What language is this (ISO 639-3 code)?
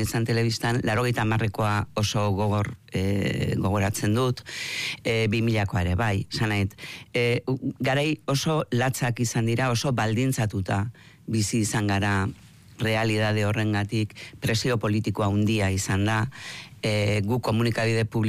eus